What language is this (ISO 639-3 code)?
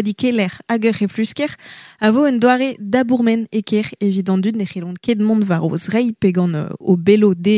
bre